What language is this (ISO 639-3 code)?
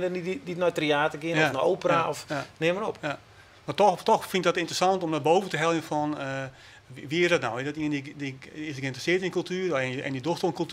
fry